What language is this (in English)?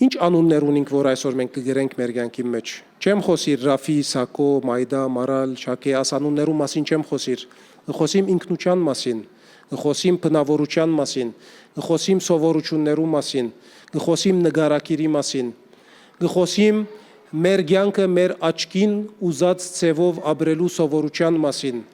Western Armenian